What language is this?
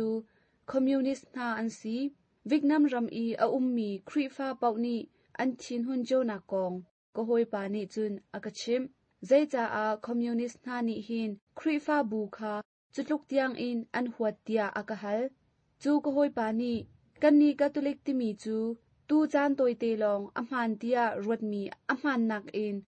Hakha Chin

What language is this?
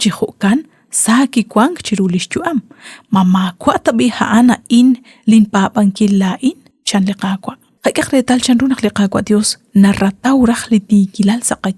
Kekchí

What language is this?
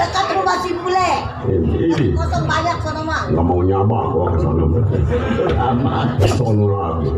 Betawi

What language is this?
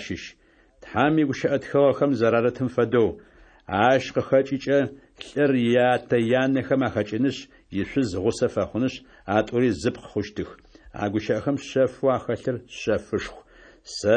Adyghe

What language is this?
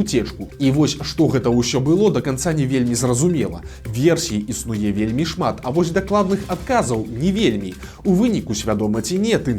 Belarusian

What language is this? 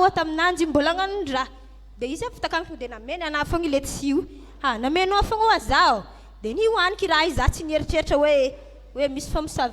Malagasy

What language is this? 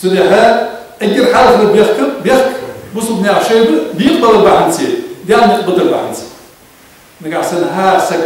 Ingush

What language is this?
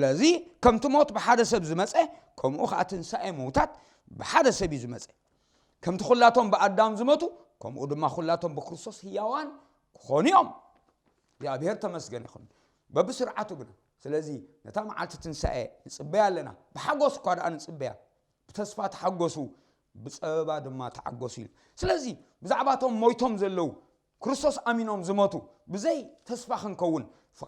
Tigrinya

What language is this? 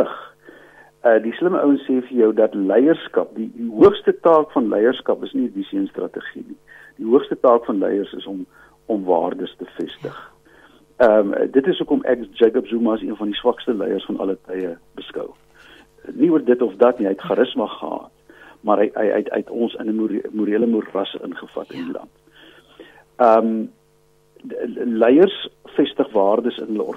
Afrikaans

